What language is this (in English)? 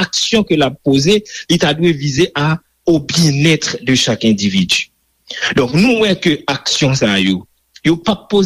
Haitian Creole